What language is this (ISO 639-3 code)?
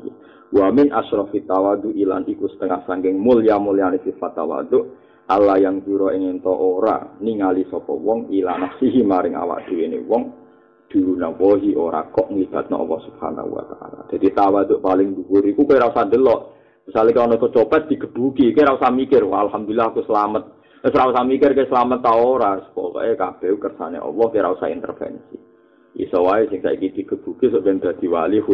jav